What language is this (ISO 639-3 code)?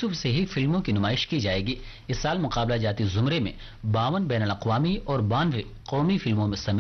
urd